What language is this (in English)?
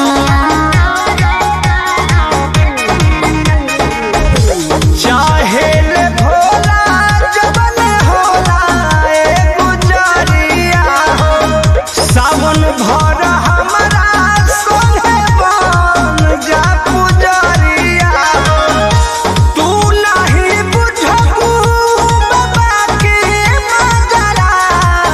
Bhojpuri